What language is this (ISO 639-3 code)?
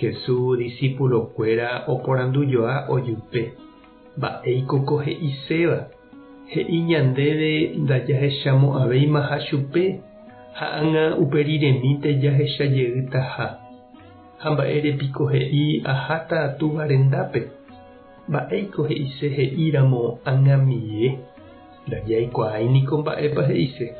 grn